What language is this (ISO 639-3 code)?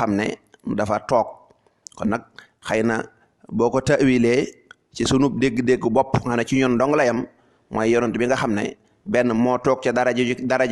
wol